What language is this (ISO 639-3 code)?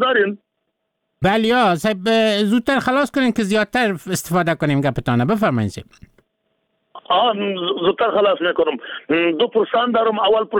fas